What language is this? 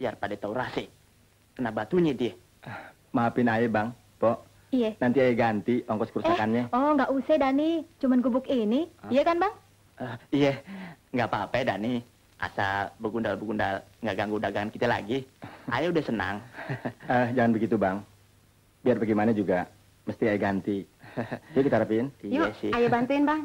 Betawi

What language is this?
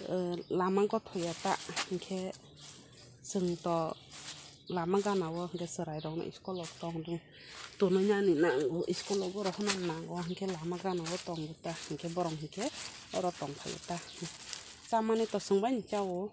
Kok Borok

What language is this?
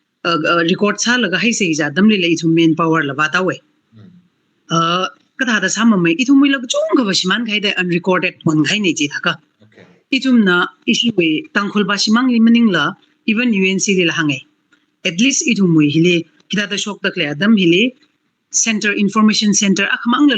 Tangkhul Naga (India)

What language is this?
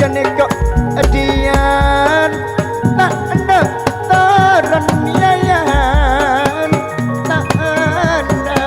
Madurese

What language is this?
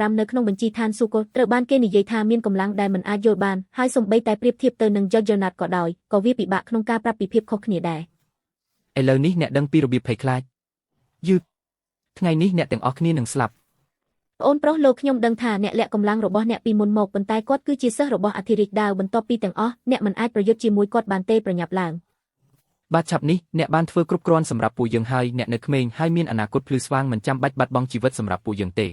Khmer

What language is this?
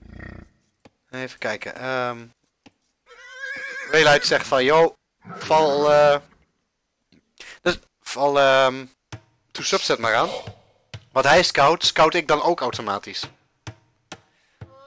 Dutch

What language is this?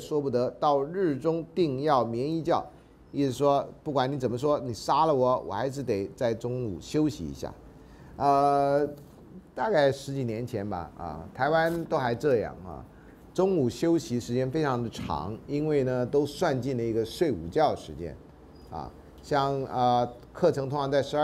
Chinese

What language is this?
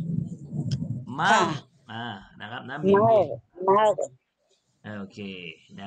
Thai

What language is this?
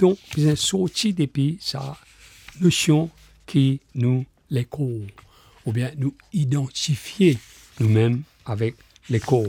Morisyen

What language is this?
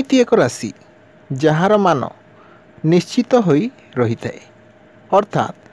Odia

